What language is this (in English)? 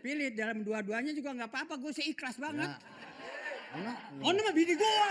Betawi